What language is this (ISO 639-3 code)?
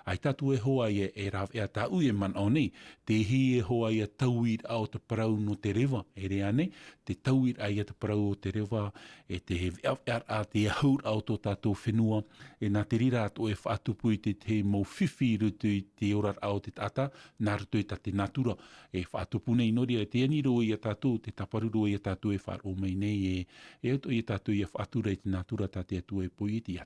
tah